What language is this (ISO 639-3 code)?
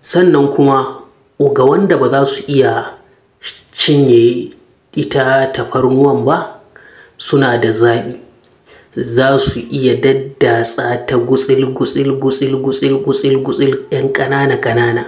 hau